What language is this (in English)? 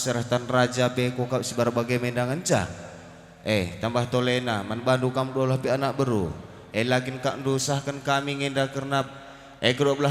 Batak Karo